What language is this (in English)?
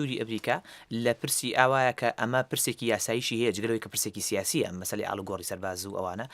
Central Kurdish